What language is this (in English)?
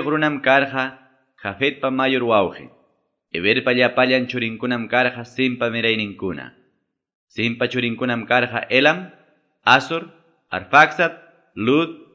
Quechua